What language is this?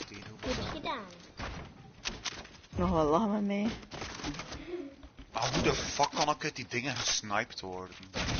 Dutch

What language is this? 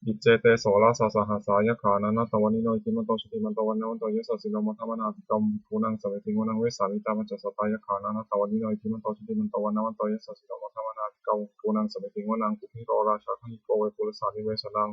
Pali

